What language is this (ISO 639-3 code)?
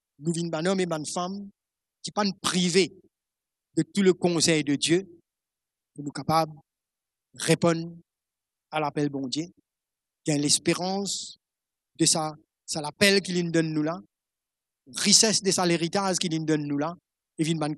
mfe